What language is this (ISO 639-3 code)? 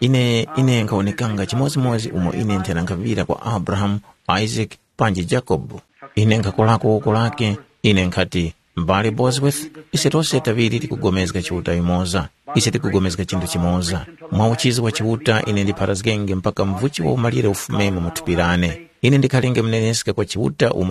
tum